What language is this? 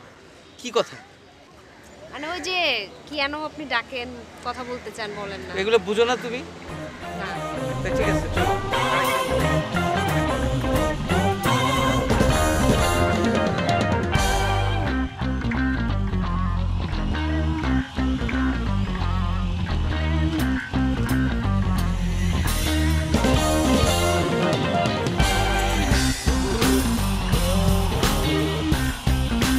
Bangla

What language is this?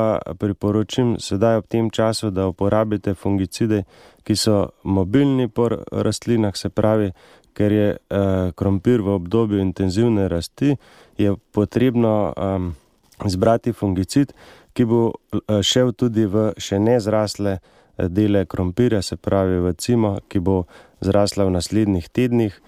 Slovenian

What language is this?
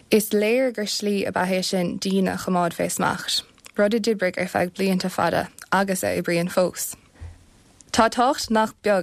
Irish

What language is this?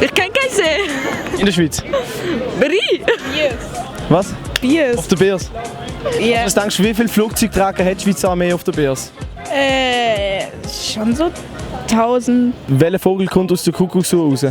Swiss German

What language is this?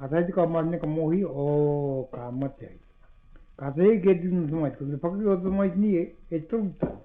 Māori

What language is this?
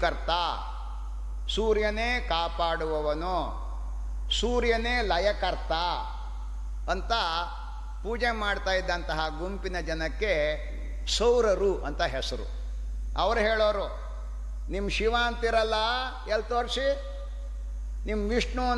Kannada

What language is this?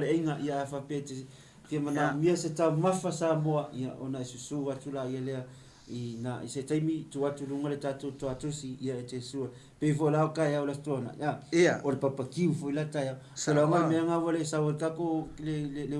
Samoan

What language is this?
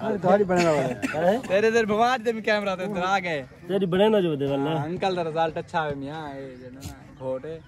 Saraiki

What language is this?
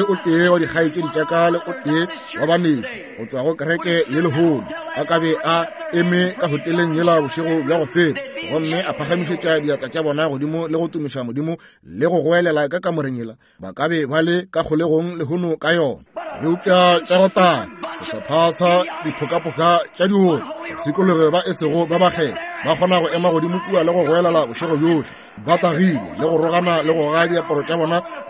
Northern Sotho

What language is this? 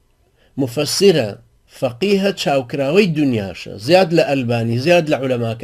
Central Kurdish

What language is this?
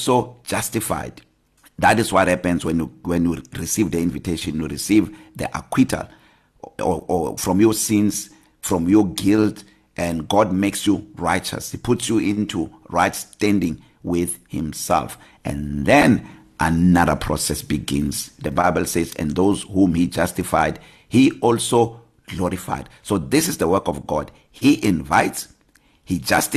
English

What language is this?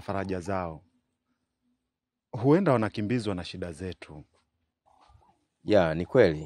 Swahili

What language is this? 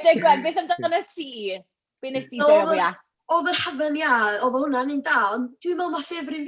Welsh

